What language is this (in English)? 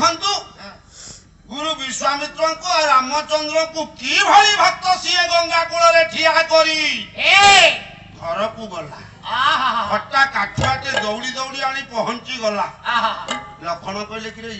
Odia